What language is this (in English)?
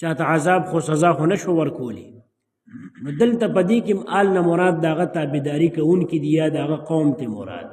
Pashto